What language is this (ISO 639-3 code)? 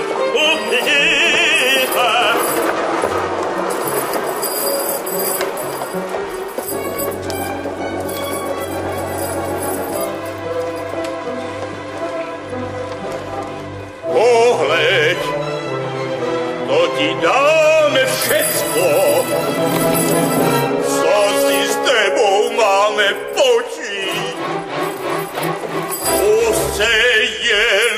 ces